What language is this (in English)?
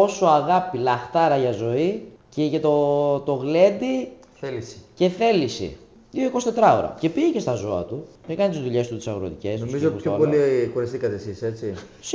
Greek